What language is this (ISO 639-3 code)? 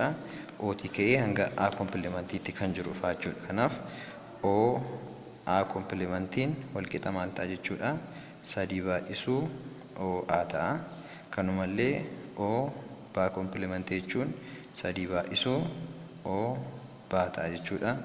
orm